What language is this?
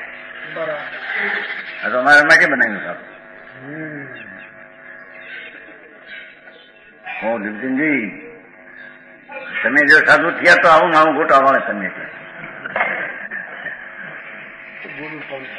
Gujarati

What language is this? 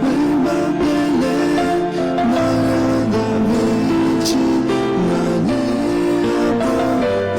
Lahu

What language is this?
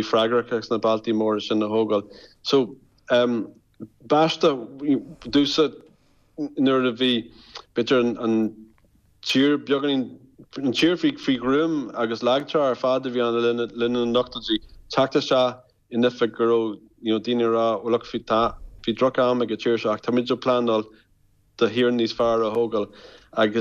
Irish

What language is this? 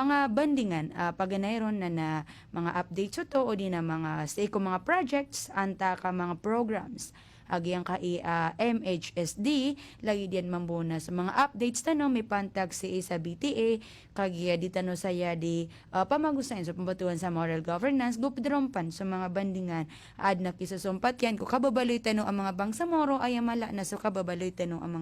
Maranao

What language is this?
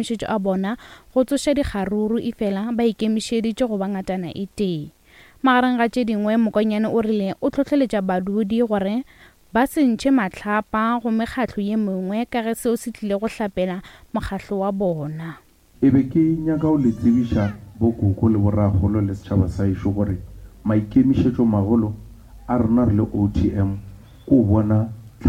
Northern Sotho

